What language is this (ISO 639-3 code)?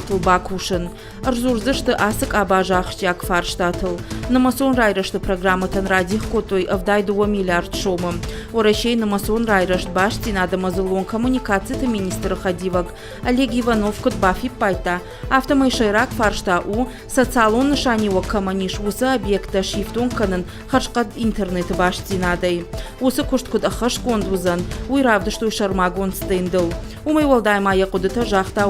oss